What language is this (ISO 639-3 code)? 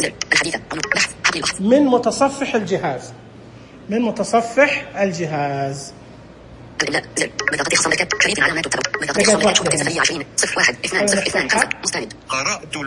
ars